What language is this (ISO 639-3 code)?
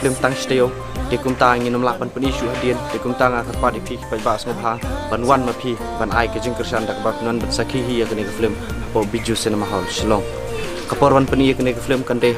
kha